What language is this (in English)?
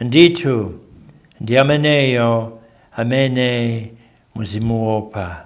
Nyanja